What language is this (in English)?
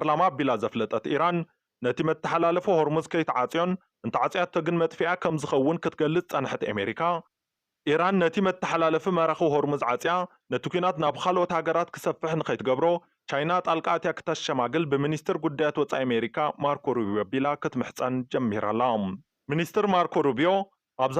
Tigrinya